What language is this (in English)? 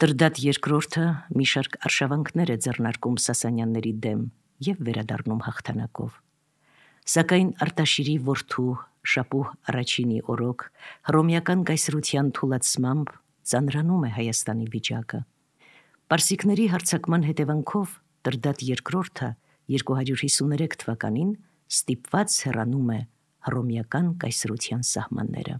Armenian